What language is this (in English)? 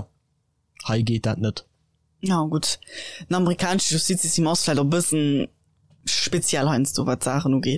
Luxembourgish